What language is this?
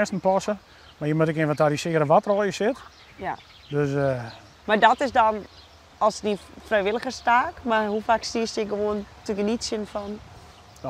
Western Frisian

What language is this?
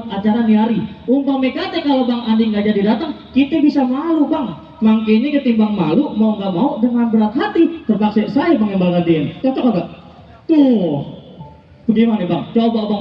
Betawi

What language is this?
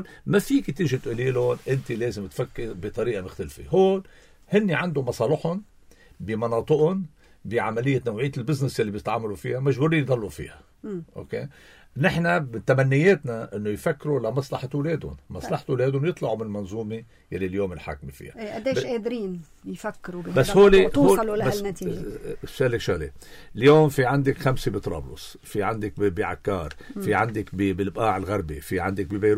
North Levantine Arabic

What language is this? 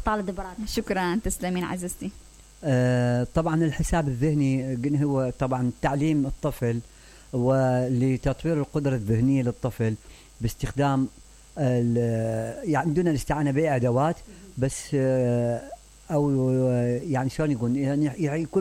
Mesopotamian Arabic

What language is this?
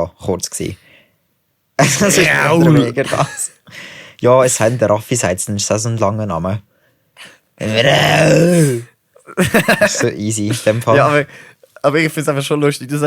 Swiss German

